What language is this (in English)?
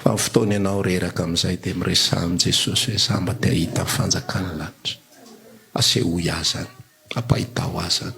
Malagasy